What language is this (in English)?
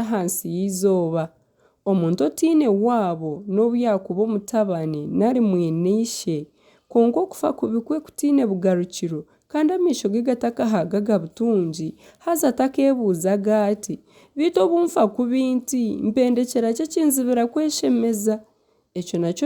Nyankole